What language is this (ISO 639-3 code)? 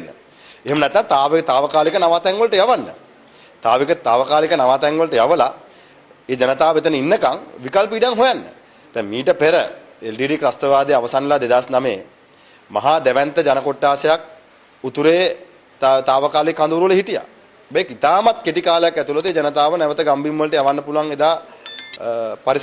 sin